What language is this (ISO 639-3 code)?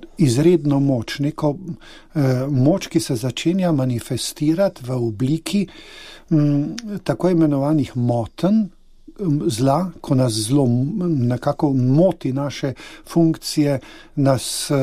slv